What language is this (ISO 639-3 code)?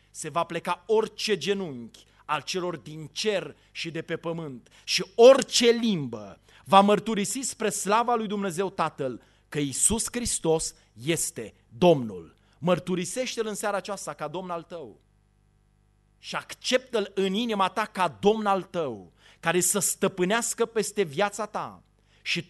ron